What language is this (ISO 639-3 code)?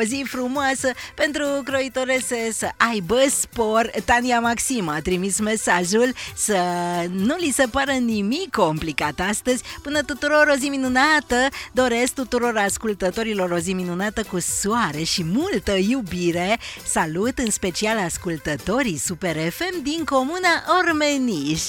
ron